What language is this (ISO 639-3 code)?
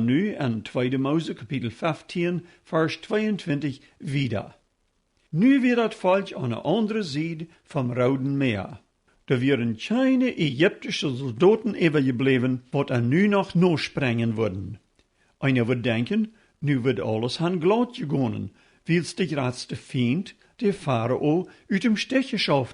pdt